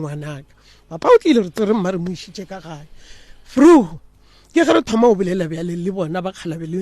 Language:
Northern Sotho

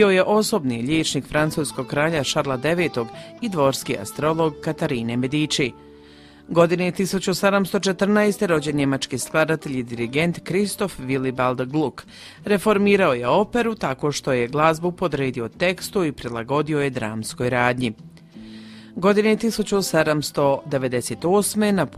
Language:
Croatian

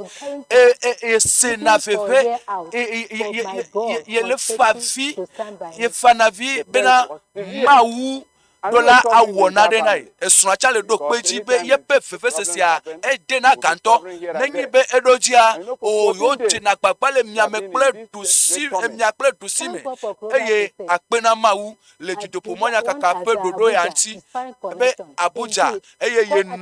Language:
Ewe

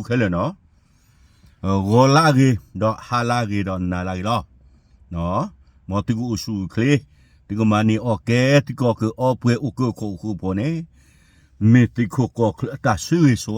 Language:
S'gaw Karen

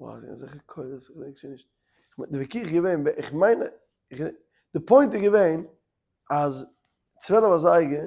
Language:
Yiddish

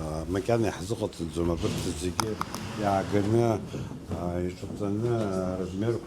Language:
Abkhazian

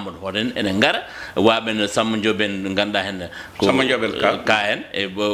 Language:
Fula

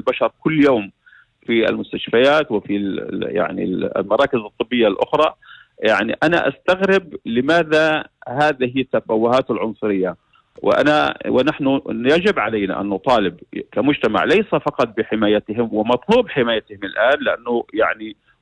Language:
North Levantine Arabic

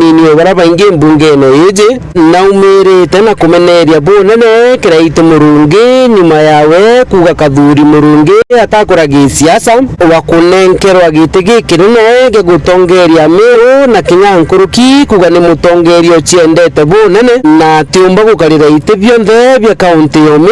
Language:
Meru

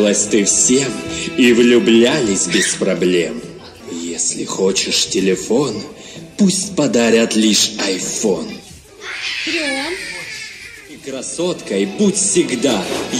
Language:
Russian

